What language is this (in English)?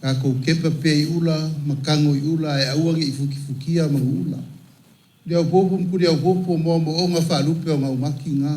Samoan